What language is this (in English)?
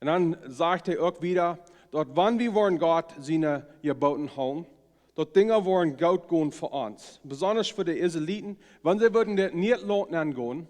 Plautdietsch